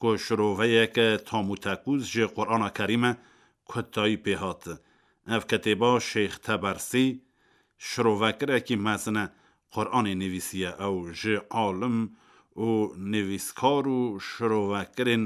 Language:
Kurdish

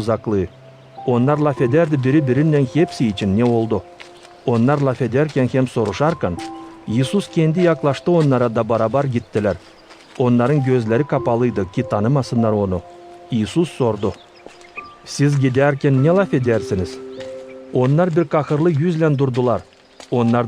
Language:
Gagauz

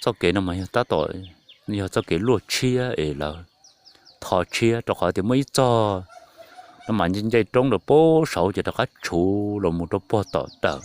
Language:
Hmong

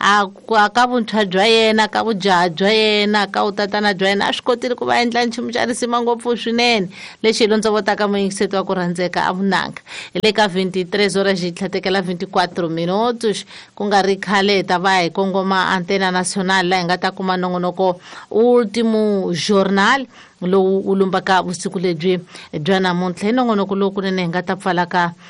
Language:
Tsonga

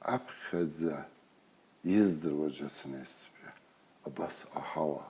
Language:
Abkhazian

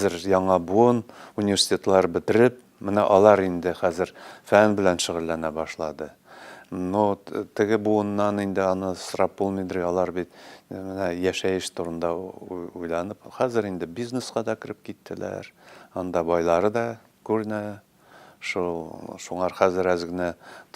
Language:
Tatar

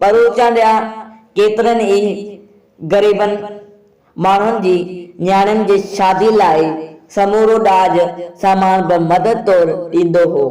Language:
Sindhi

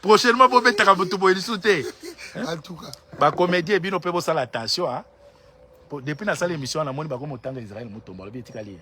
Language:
Lingala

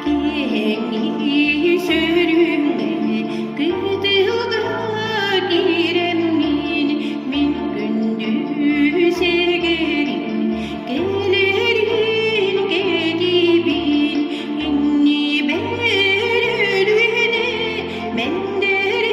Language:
Yakut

